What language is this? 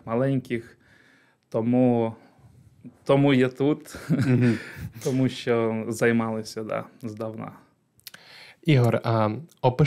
Ukrainian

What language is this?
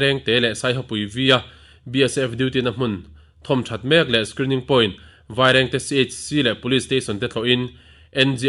Mizo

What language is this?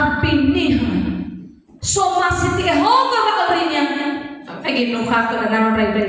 Nias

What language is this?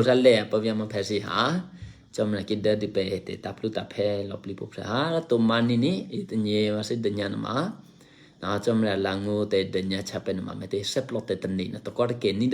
Eastern Kayah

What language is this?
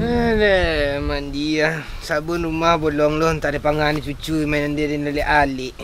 Minangkabau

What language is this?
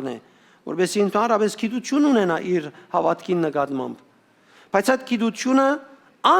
Western Armenian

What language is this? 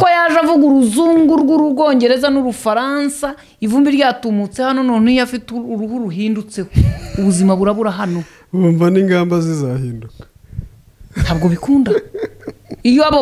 Kinyarwanda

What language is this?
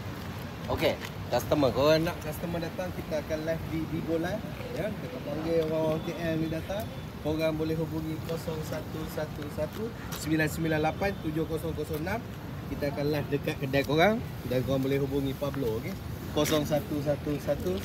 Malay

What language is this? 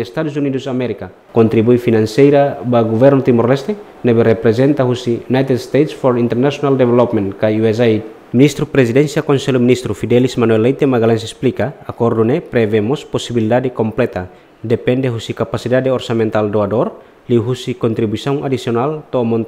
Tetum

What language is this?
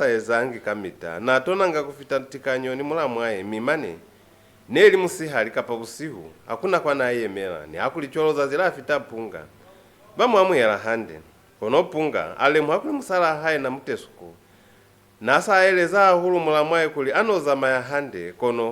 Lozi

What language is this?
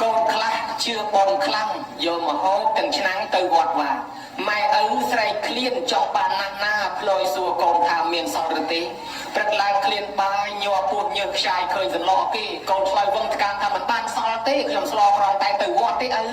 Khmer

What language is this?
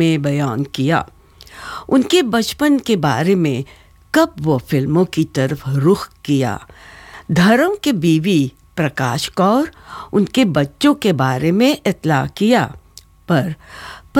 Hindi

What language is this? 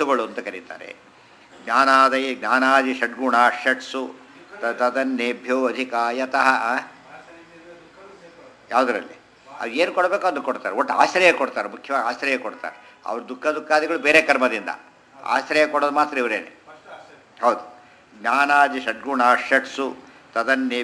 Kannada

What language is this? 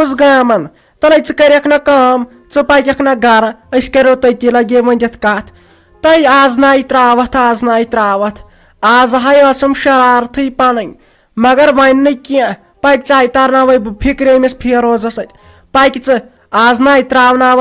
Kashmiri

